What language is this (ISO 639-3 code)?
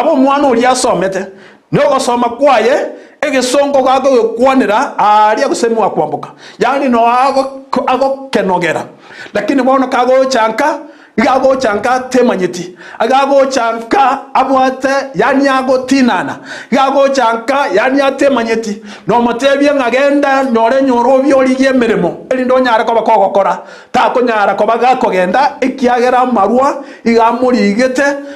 guz